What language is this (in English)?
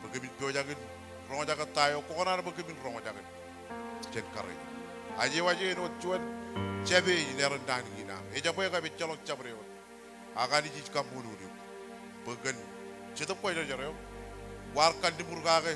Marshallese